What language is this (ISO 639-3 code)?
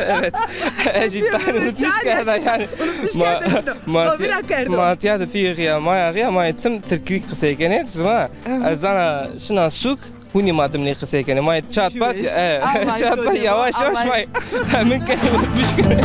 zza